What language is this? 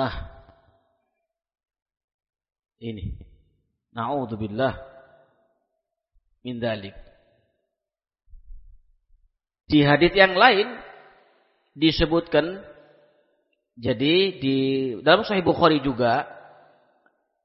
Indonesian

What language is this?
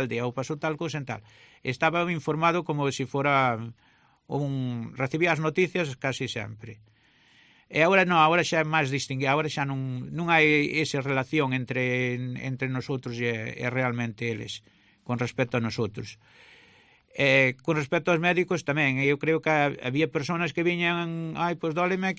Galician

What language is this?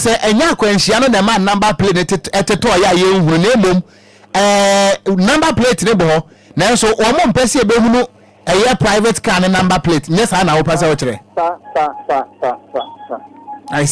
Akan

